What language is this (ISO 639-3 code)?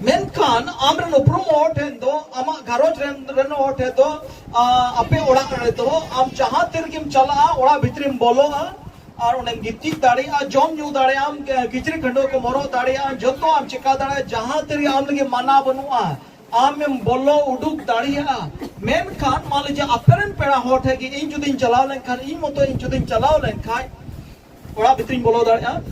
sat